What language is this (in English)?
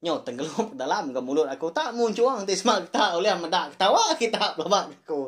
Iban